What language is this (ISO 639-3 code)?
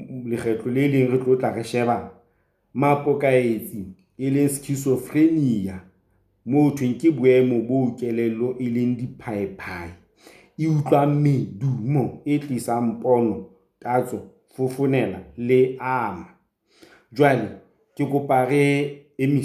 sot